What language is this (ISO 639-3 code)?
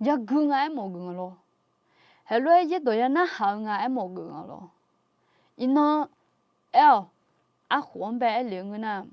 ahk